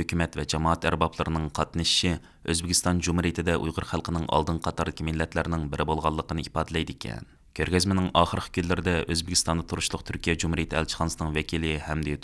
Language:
Uyghur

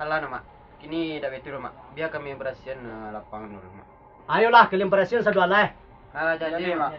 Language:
Minangkabau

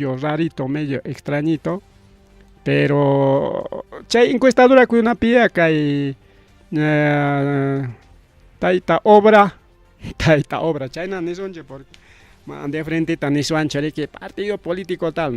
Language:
Ayacucho Quechua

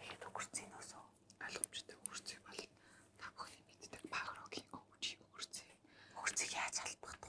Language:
Mongolian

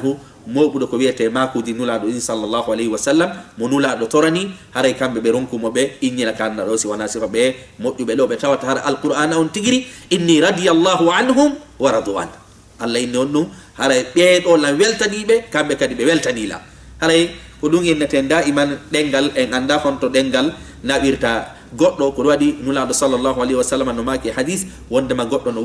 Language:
Fula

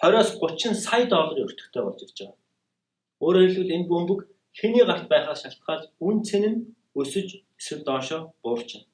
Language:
Mongolian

